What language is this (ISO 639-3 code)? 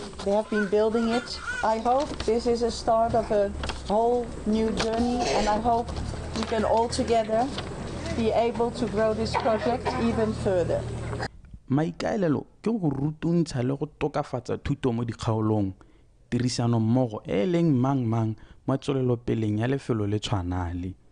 tsn